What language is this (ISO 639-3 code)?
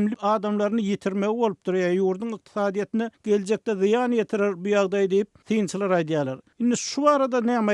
tuk